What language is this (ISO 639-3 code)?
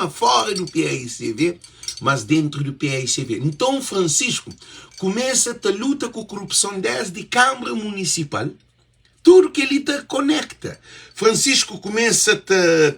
kea